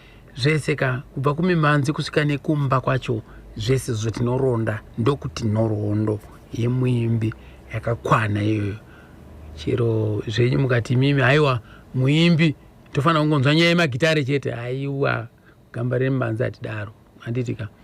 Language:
Shona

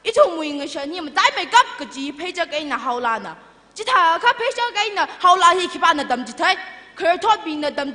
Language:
Tangkhul Naga (India)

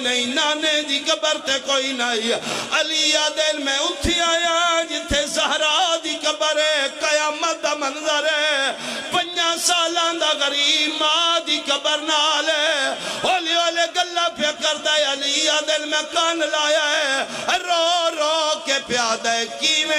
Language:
Pahari-Potwari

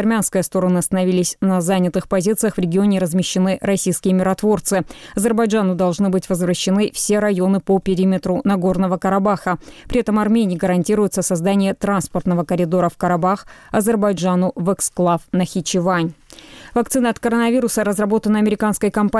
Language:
Russian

